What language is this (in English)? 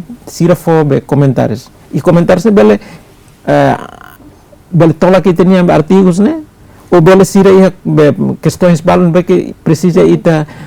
Tetum